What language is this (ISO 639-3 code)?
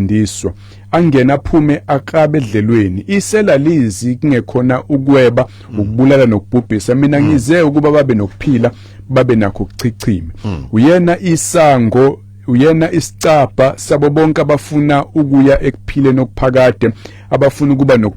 zul